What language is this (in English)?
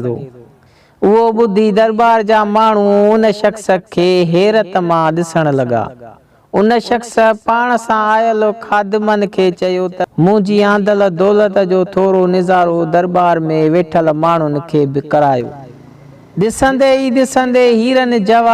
Sindhi